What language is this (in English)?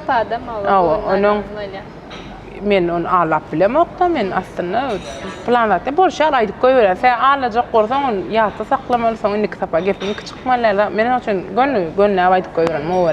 Turkmen